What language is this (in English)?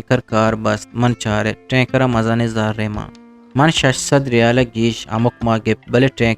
Eastern Balochi